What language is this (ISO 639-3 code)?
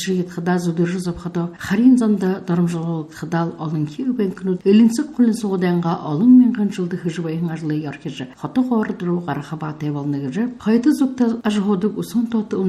bua